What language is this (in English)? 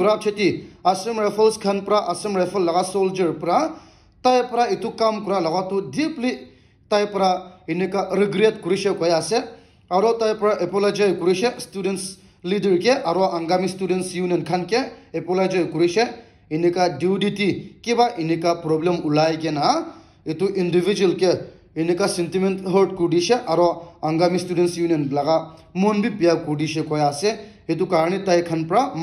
Naga Pidgin